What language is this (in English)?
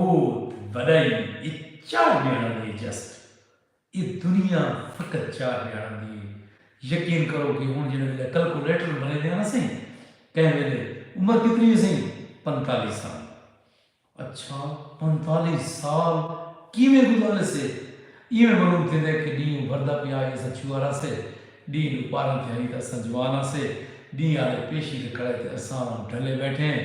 Saraiki